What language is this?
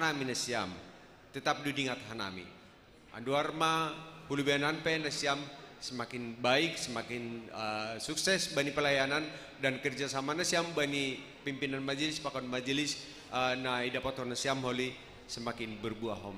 Batak Simalungun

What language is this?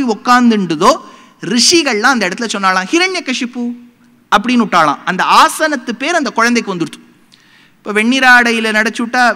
Tamil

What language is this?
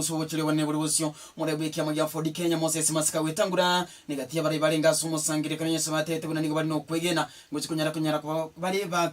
Gusii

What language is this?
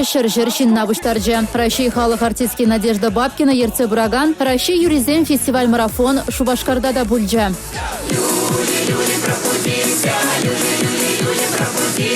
Chuvash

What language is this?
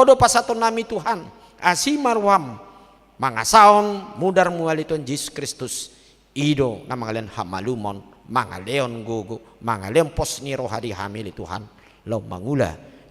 Batak Toba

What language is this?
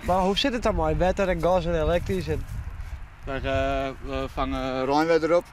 Western Frisian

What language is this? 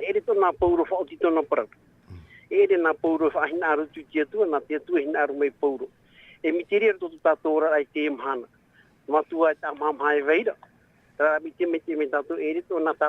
Tahitian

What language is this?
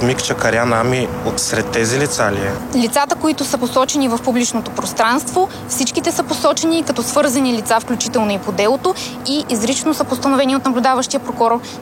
Bulgarian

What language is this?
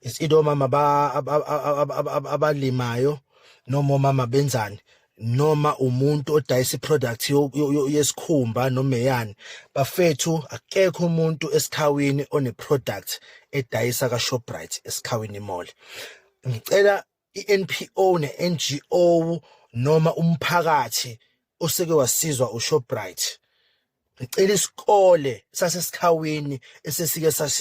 Zulu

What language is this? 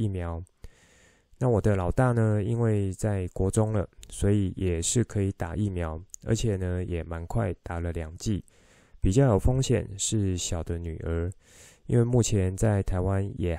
Chinese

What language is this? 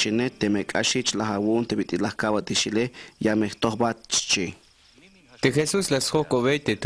Tzeltal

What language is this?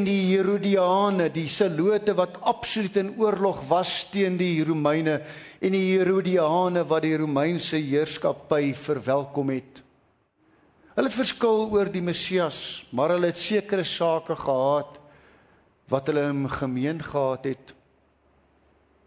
Afrikaans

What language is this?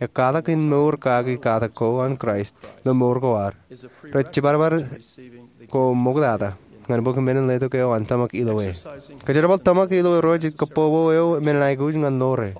Marshallese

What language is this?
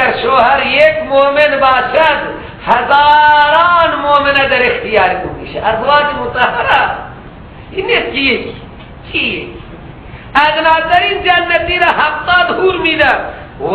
Persian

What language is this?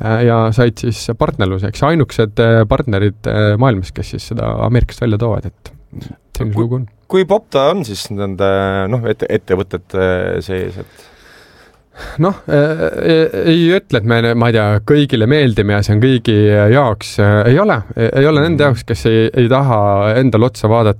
Estonian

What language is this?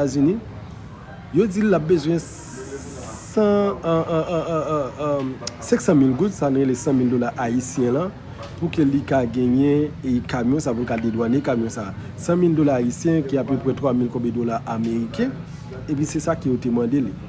Haitian Creole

